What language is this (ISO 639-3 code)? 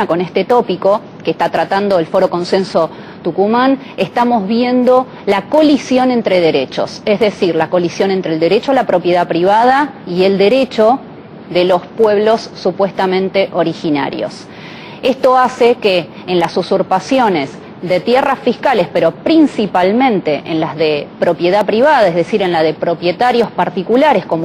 spa